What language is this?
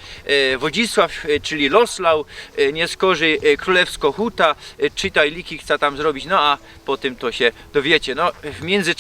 Silesian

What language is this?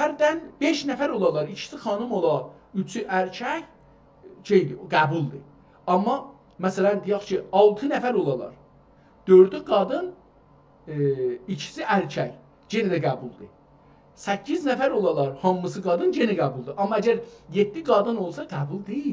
South Azerbaijani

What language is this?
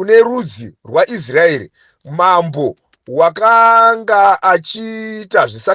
Shona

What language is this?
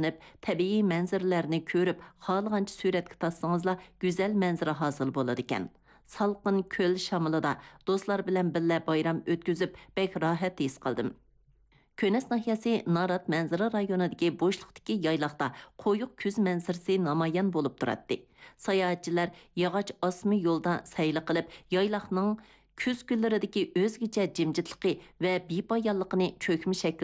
Uyghur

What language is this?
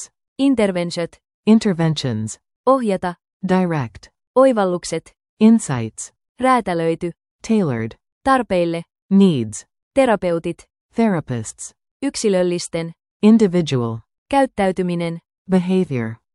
Finnish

